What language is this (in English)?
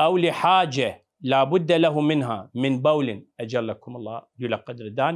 Southern Kurdish